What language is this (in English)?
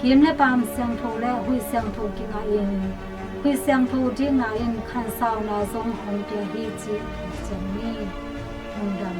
Tedim Chin